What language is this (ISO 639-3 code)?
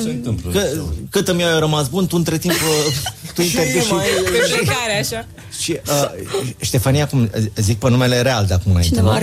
ron